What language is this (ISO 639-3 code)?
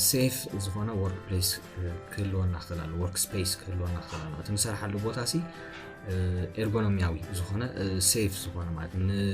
tir